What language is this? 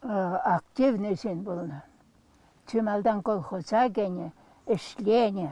Chuvash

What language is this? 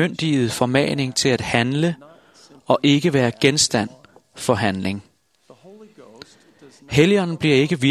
Danish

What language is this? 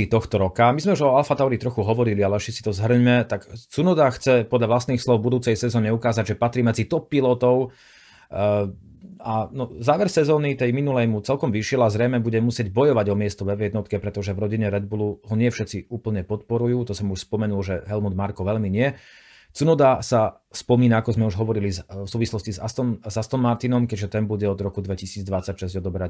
Slovak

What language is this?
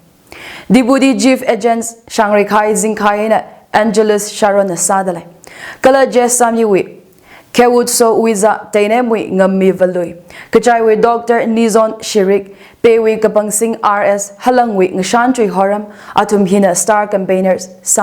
Tangkhul Naga (India)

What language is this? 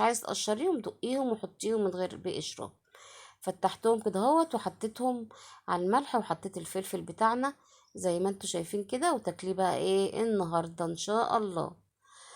Egyptian Arabic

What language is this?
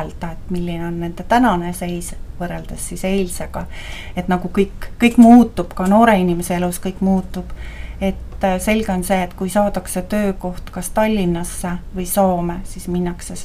Estonian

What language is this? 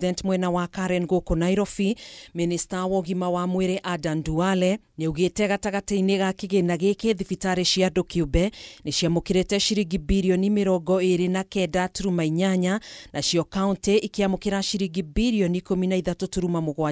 Kikuyu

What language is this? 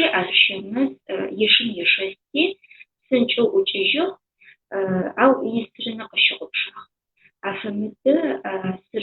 Adyghe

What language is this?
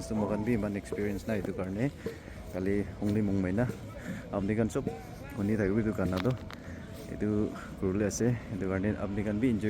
Naga Pidgin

